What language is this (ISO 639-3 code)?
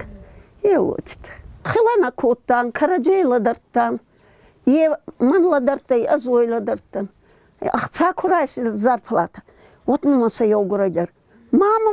oss